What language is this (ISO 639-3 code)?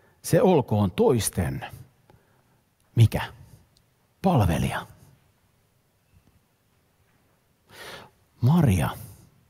fin